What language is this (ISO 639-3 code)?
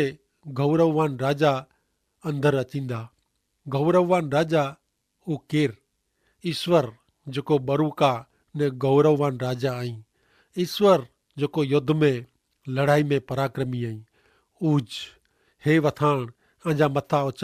kfr